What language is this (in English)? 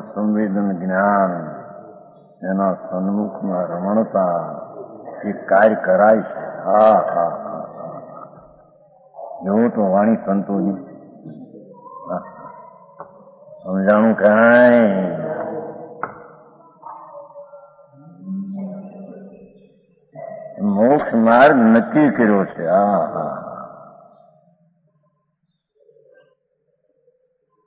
Gujarati